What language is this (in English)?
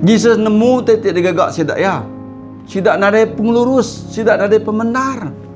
Iban